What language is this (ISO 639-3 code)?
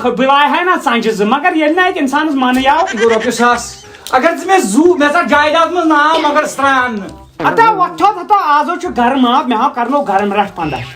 kas